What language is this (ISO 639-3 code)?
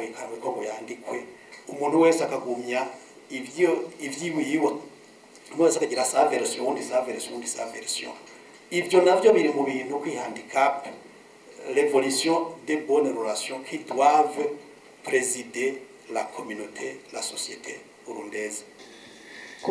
run